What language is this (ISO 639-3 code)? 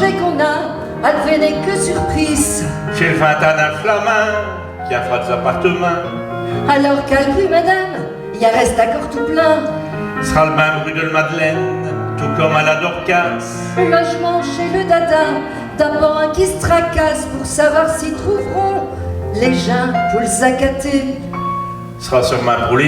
pcd